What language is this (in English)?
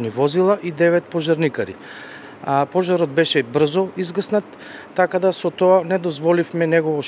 Macedonian